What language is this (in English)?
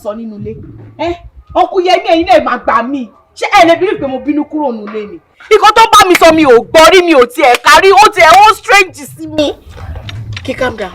Yoruba